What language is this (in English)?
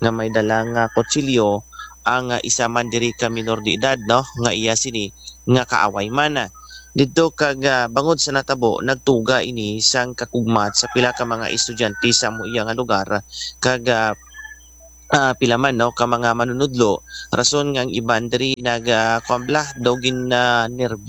Hiligaynon